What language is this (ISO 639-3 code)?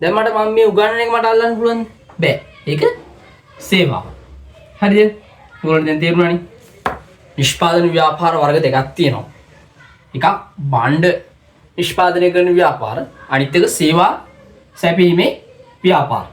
sin